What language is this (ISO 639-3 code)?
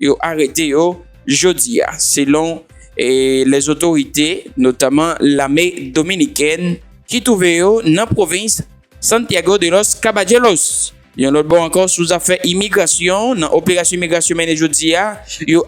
hat